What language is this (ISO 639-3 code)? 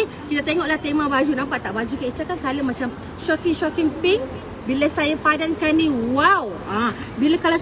msa